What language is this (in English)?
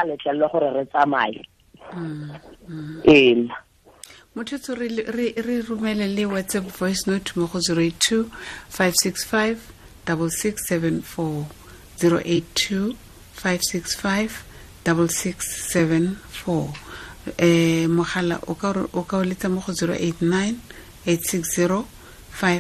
Tswana